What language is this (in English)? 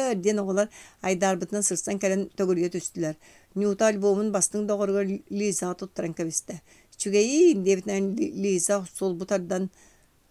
Yakut